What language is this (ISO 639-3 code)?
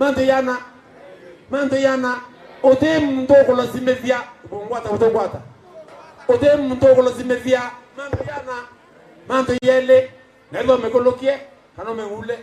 mer